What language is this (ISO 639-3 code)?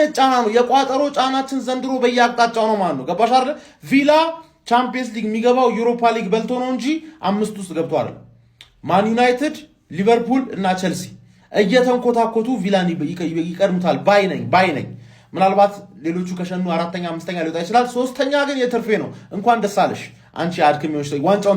amh